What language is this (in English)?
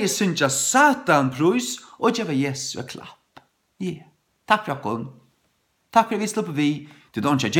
Faroese